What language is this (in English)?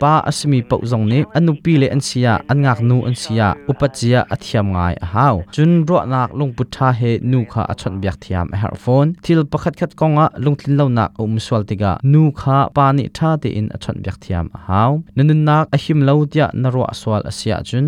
Hakha Chin